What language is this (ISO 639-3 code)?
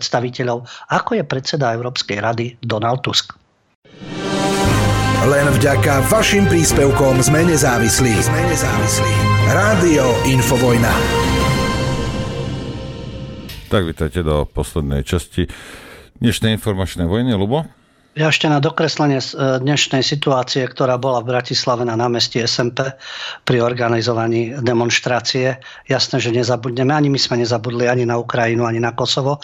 slk